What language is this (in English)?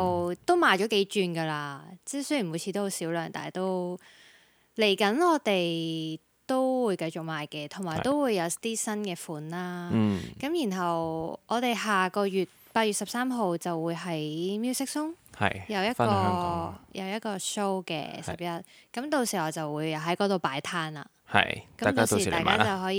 Cantonese